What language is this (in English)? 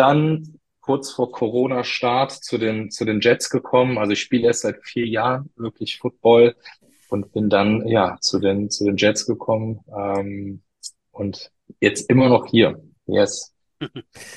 German